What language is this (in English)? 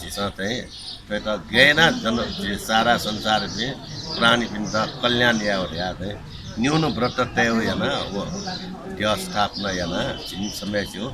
Newari